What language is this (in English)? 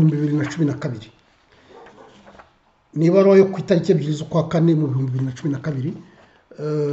Kinyarwanda